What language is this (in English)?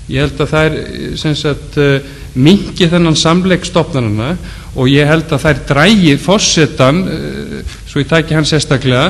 Icelandic